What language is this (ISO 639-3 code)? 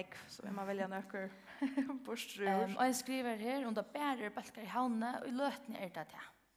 fao